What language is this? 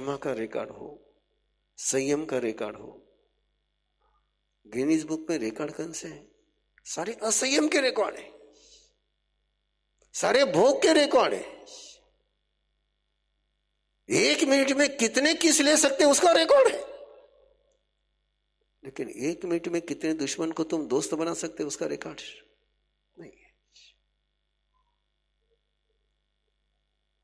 Hindi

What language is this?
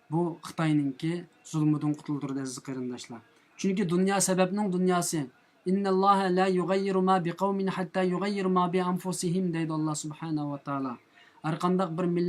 Uyghur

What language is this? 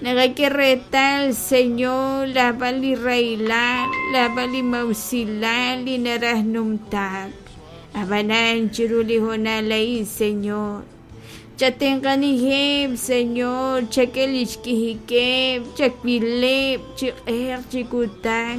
Kekchí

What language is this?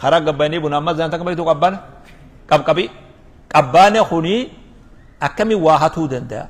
Oromo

